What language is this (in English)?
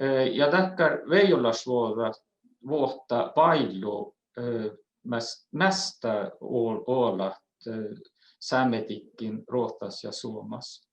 Northern Sami